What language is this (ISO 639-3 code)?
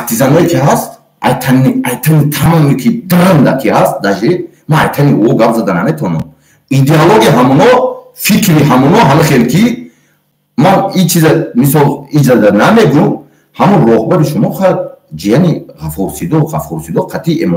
tgk